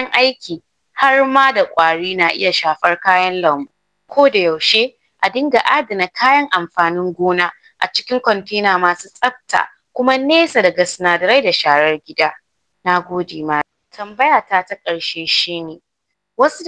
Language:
Hausa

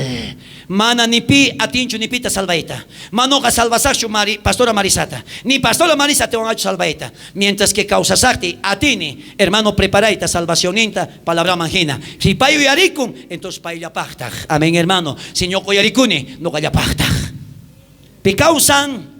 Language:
South Bolivian Quechua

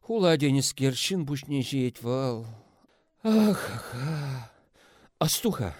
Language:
Chuvash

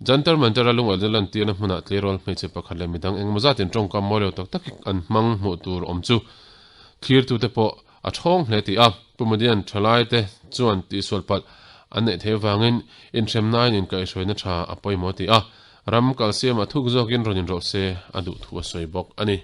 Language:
Mizo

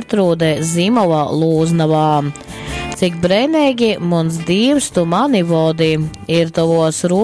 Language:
Latgalian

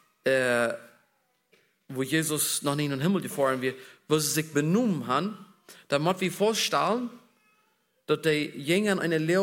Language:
German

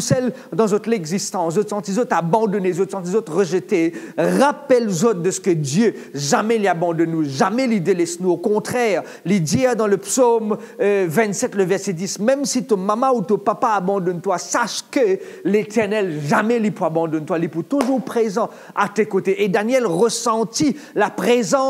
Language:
Morisyen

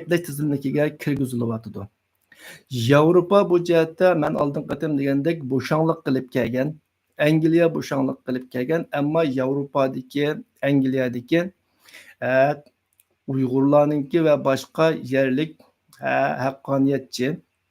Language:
Uyghur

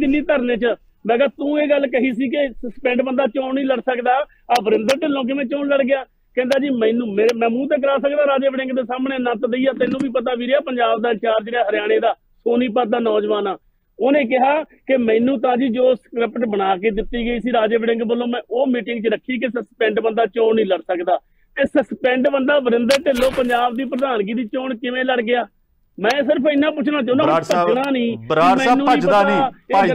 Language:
Punjabi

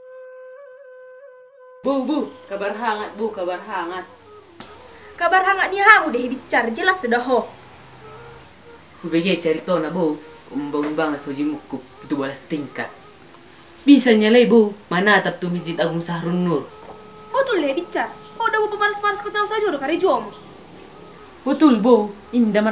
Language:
Indonesian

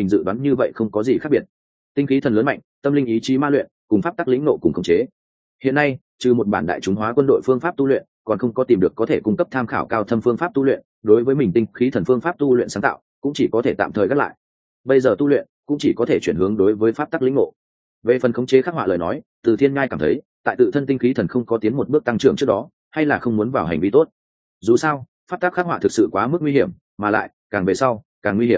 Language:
Vietnamese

